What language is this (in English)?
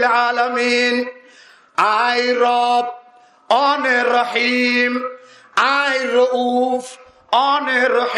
Rohingya